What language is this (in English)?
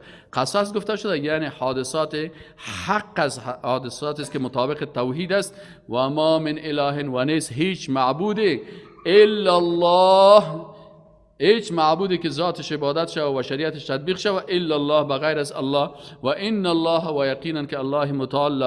Persian